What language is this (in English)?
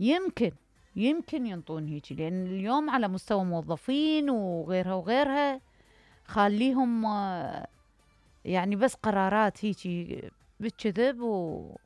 Mesopotamian Arabic